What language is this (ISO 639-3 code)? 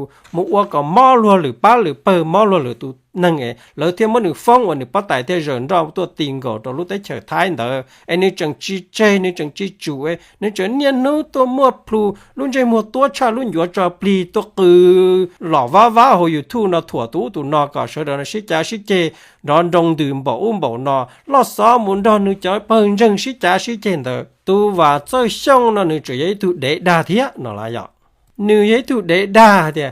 hmn